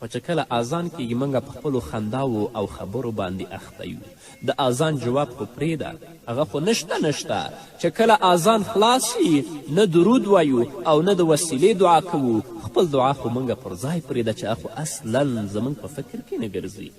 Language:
Pashto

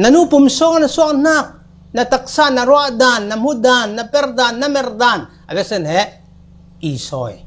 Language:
Falam Chin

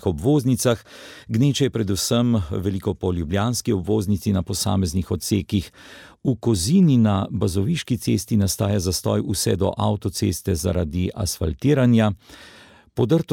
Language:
Slovenian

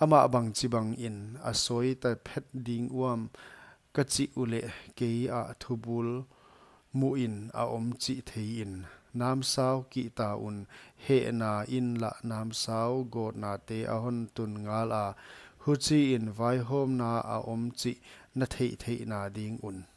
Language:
Paite Chin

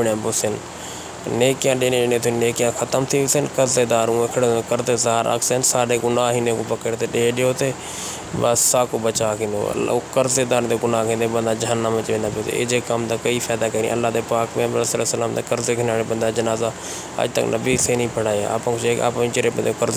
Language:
Saraiki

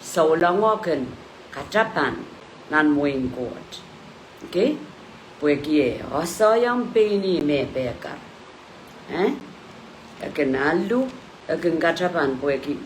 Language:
Pohnpeian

